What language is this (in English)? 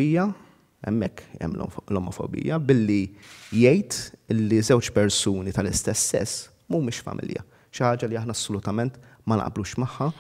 Maltese